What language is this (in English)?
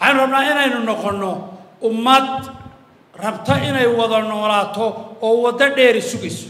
Somali